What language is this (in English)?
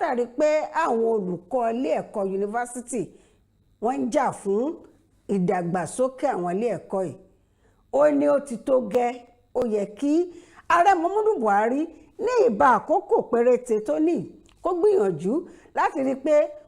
Yoruba